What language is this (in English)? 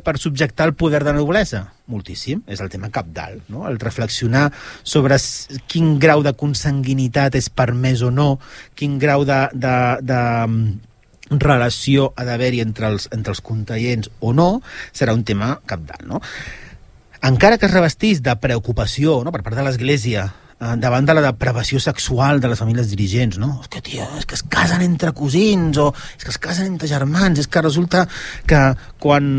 Catalan